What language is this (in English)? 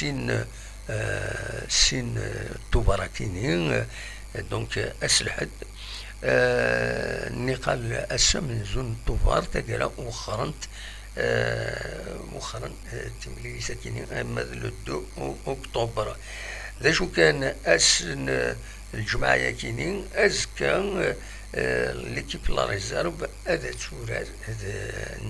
Kabyle